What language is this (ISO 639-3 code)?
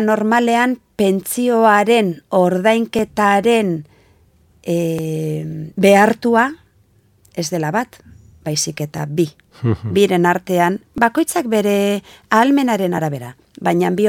eus